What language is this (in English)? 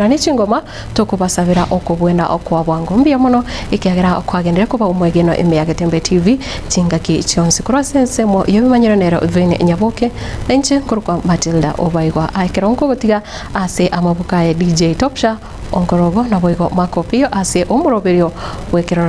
Gusii